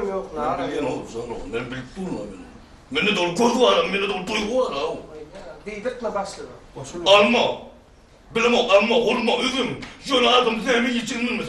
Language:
Turkmen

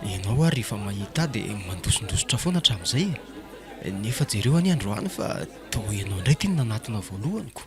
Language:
Malagasy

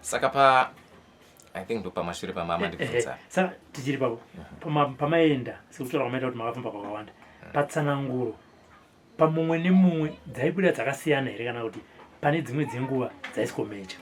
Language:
Shona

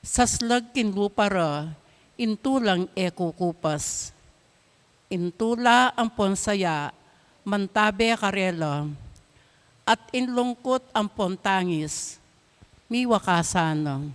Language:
Pampanga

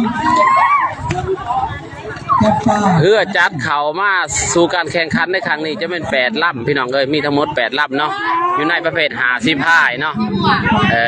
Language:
Lao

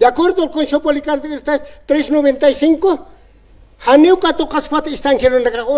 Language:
Aymara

